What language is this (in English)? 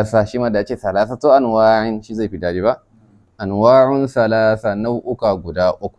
Hausa